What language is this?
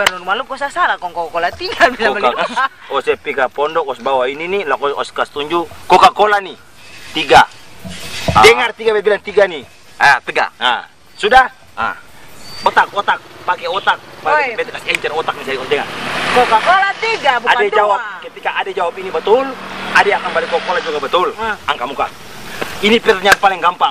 Ambonese Malay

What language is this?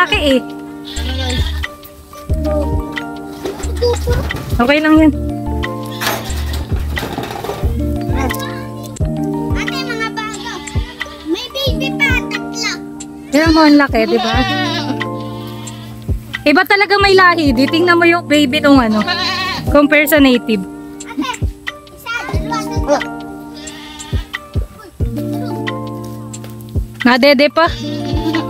Filipino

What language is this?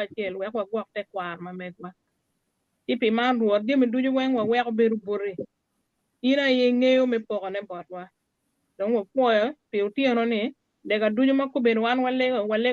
Acoli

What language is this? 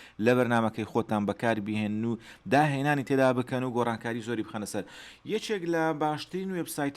Central Kurdish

